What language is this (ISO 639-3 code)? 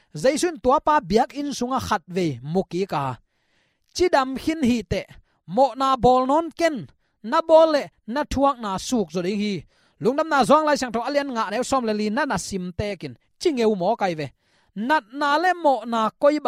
ctd